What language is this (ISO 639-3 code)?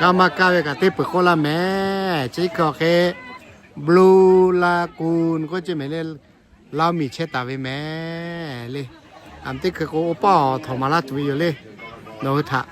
lhu